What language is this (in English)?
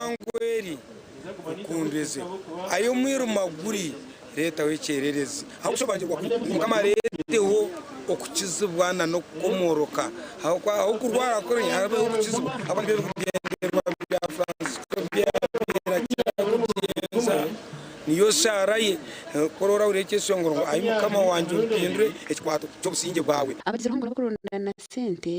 Nyankole